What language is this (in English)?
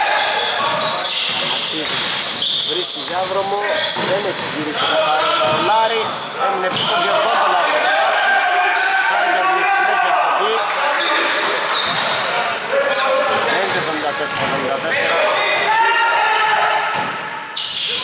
Greek